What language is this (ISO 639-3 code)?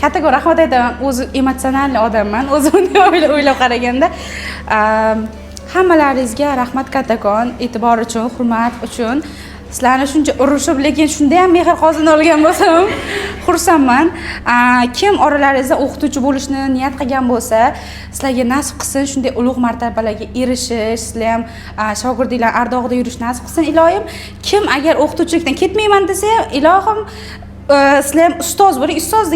uzb